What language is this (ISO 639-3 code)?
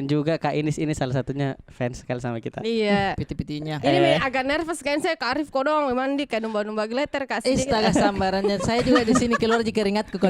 mfp